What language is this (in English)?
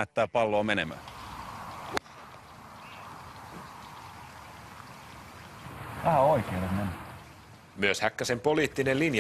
Finnish